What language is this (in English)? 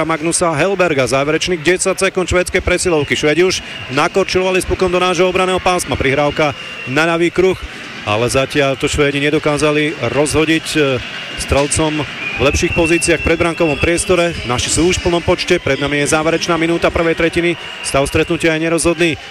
Slovak